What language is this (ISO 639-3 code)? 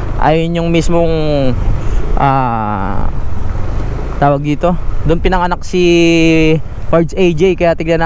fil